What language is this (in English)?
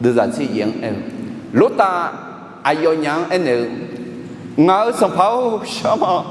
Akha